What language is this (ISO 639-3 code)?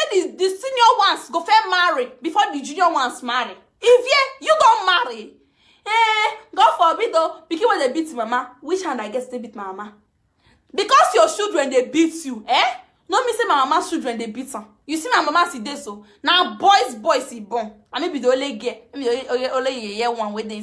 pcm